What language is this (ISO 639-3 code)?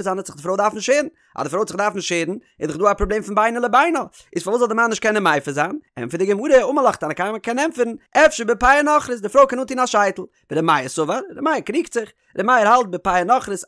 yid